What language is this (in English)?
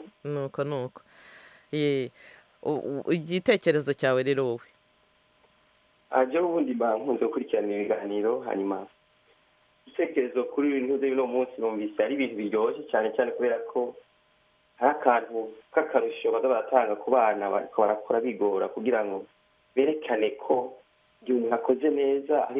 Kinyarwanda